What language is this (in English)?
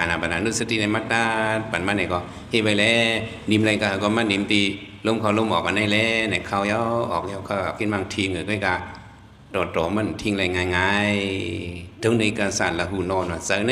Shan